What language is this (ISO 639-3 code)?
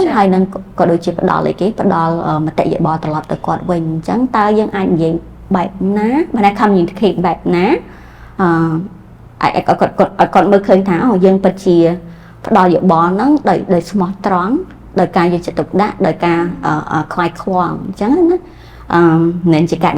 khm